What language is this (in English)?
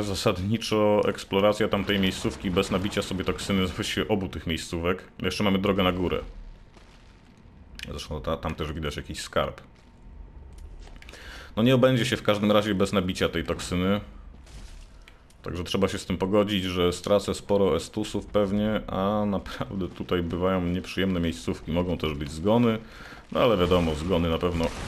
Polish